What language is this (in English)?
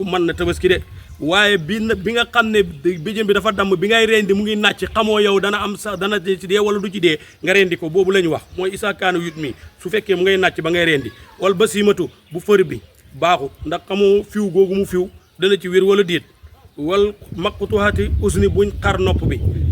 Wolof